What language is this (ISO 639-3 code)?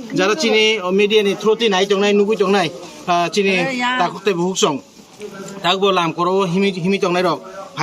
trp